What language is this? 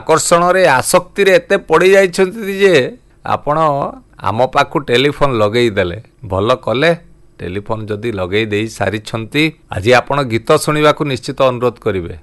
Odia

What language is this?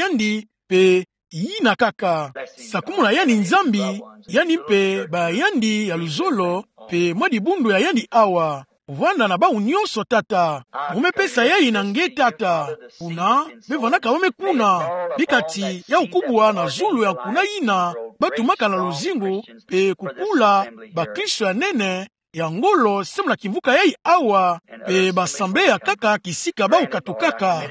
Kituba (Democratic Republic of Congo)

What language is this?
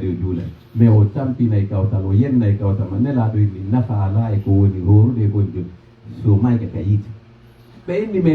Pular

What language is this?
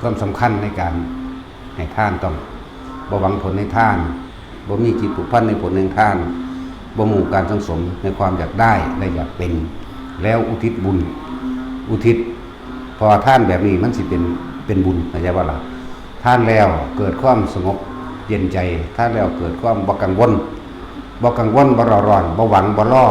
Northeastern Thai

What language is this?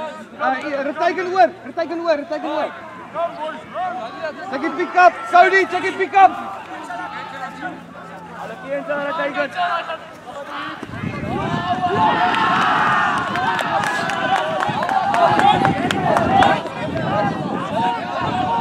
Afrikaans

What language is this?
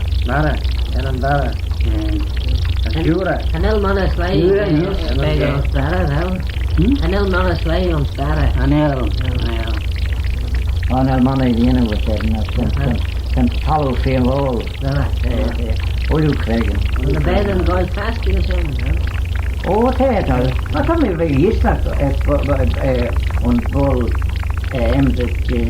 Manx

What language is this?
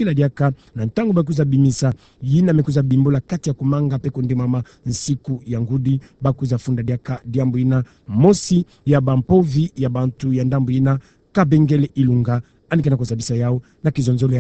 Kituba (Democratic Republic of Congo)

